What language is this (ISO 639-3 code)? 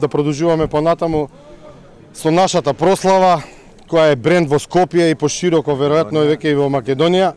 mkd